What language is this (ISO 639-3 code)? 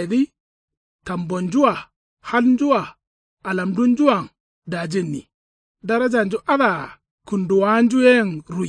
kau